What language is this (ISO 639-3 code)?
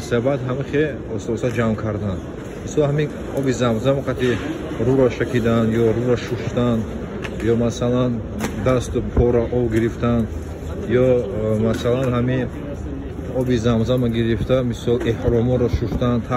tgk